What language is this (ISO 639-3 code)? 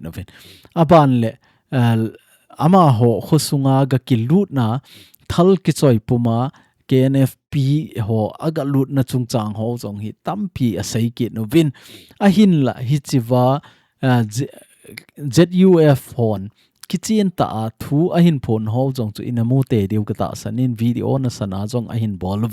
tcz